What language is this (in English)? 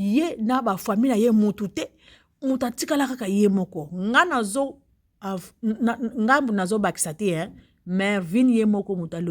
Lingala